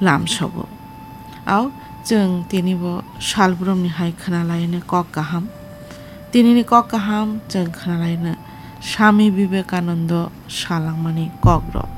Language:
Kok Borok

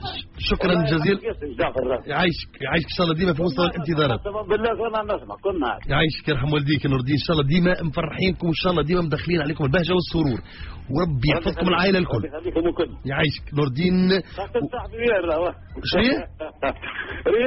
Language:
Tunisian Arabic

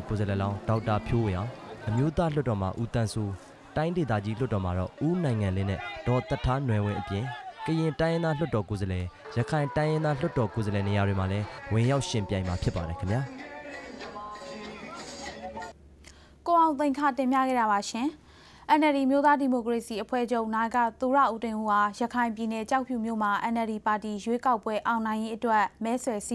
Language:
Burmese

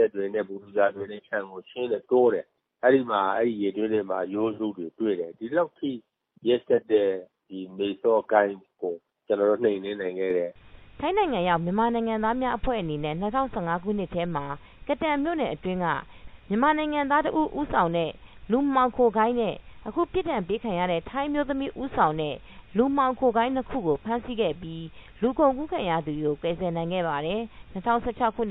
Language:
Burmese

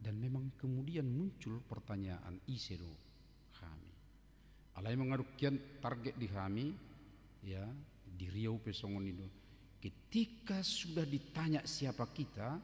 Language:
Batak Toba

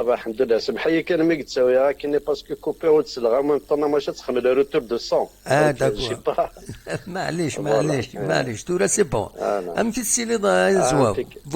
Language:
Kabyle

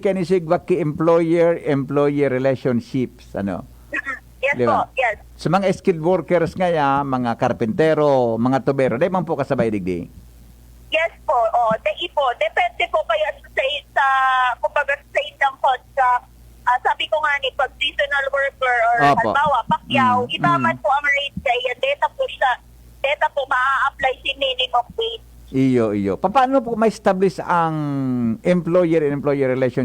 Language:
Bikol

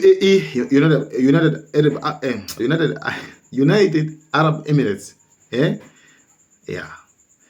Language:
Nyanja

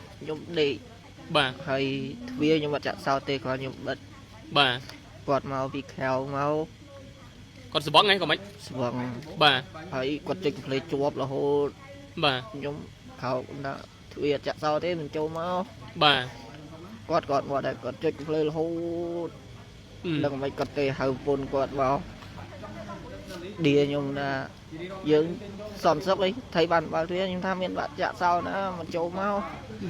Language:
Khmer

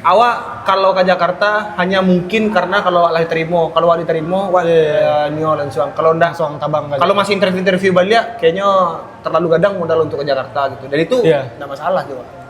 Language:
Minangkabau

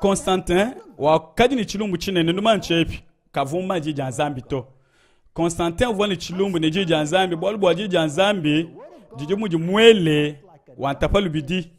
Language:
Luba-Lulua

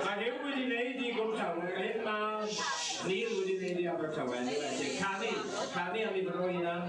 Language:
Welsh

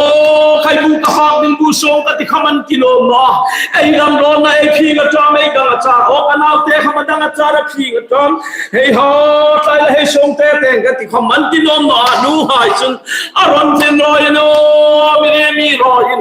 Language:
Hmar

